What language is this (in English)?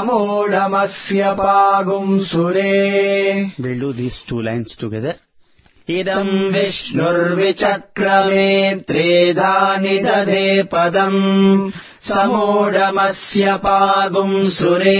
Sanskrit